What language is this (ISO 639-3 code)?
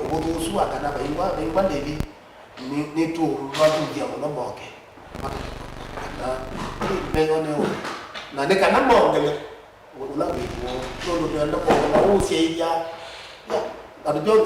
kam